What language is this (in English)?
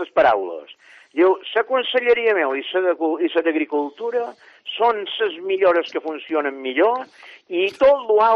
Catalan